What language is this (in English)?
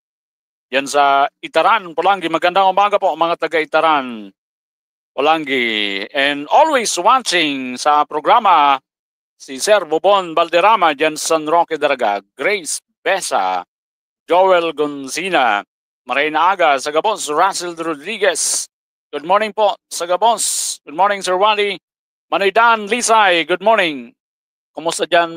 Bikol